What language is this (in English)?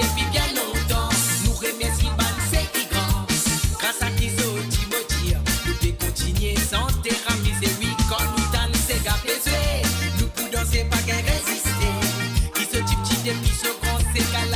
Morisyen